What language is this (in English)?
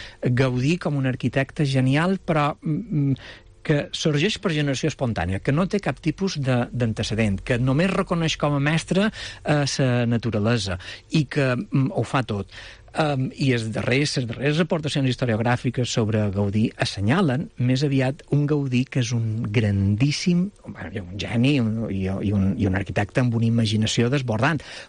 Catalan